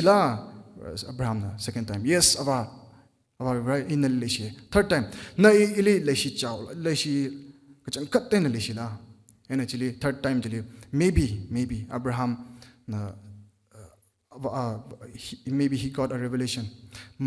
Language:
Tangkhul Naga (India)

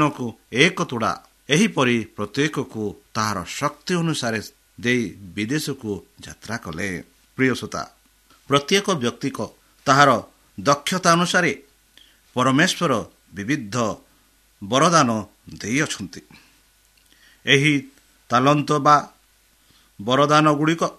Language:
Odia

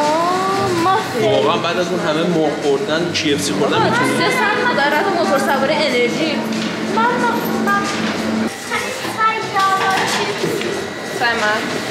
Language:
Persian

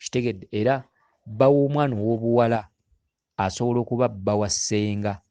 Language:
Ganda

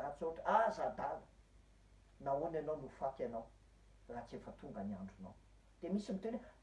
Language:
Malagasy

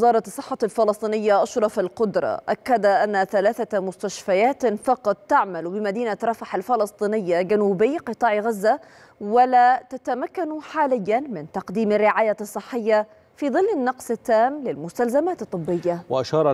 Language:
Arabic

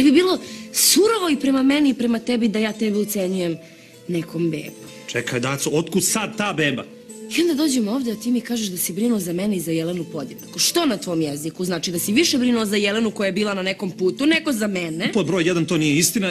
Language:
Serbian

